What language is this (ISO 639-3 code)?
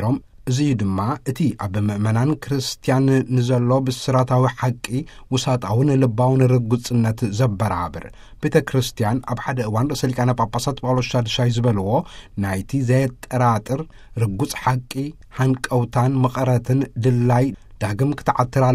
tir